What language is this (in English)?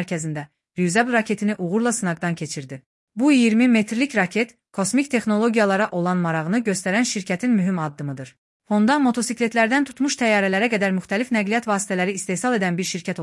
Azerbaijani